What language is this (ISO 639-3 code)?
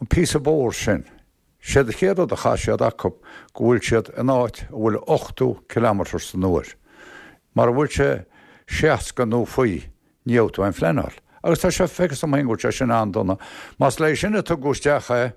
gle